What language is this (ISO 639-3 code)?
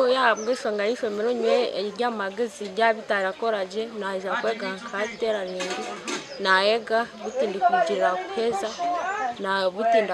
nyn